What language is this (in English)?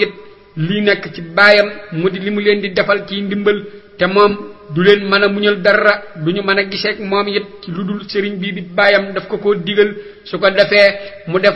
Wolof